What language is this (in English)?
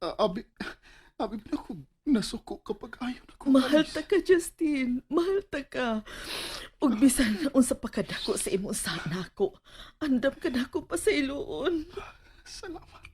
Cebuano